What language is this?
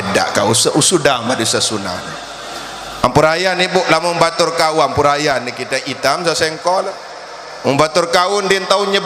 Sasak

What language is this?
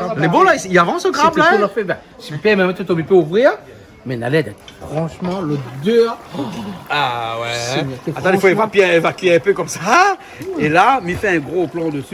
Réunion Creole French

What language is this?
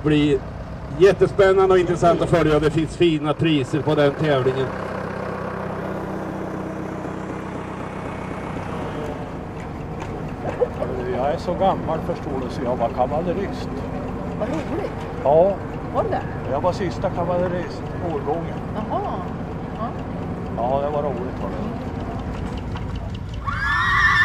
Swedish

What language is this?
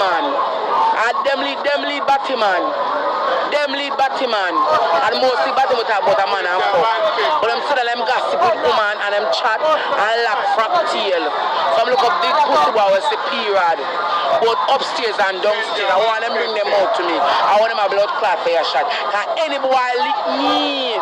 Jamaican Creole English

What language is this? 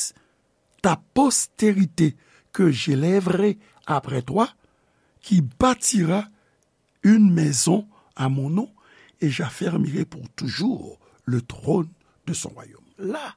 Haitian Creole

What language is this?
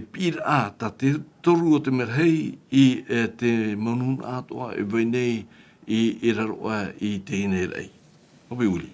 Tahitian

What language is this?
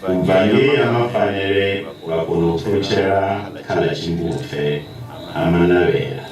Venda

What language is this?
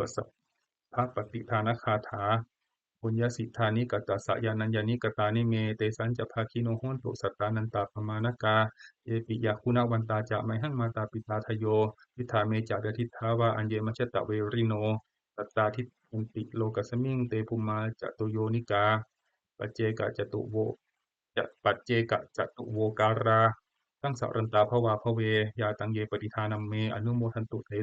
Pali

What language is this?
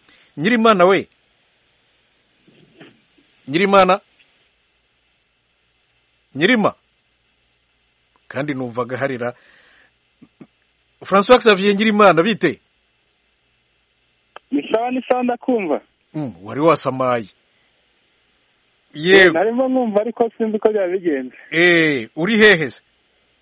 Kinyarwanda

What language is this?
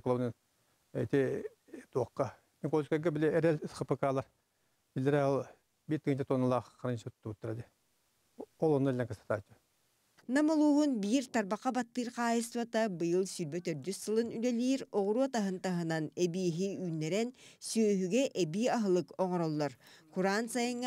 Yakut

